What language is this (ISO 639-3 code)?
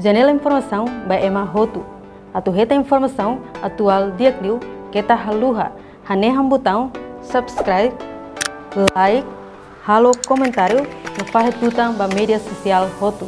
tet